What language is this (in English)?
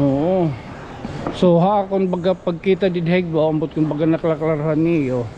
Waray